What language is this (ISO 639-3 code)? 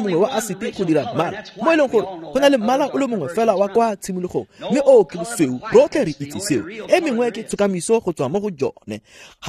tsn